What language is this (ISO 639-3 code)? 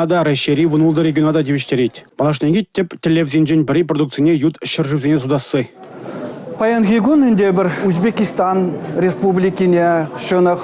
chv